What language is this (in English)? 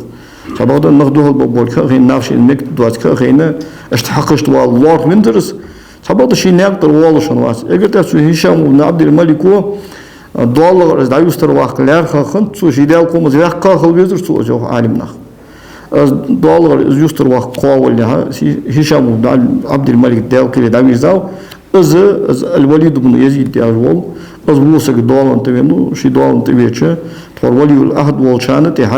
Ingush